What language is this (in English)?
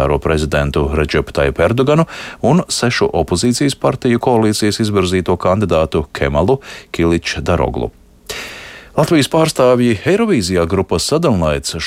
Latvian